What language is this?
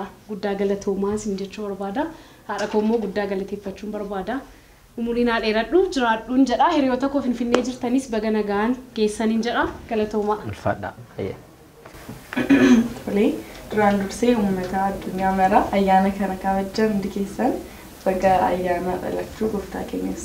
Oromo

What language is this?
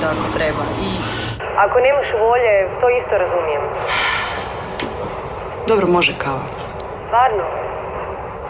Croatian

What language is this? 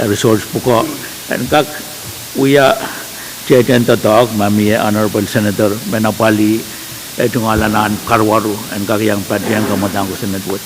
Pohnpeian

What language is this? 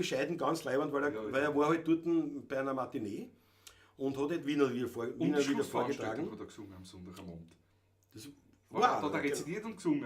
Bavarian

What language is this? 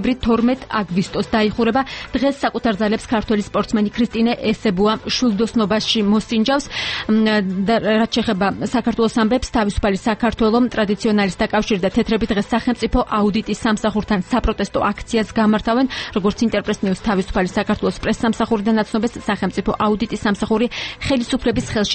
Georgian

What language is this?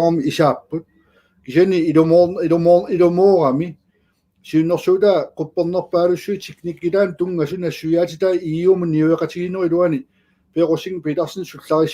Kalaallisut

